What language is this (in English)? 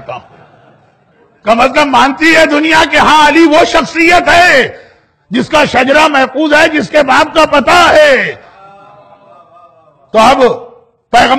Urdu